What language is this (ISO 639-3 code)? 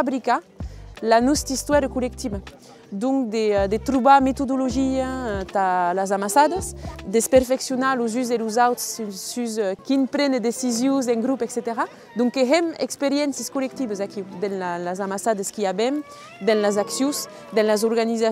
oci